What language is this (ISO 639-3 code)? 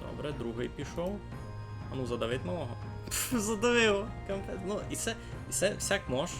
rue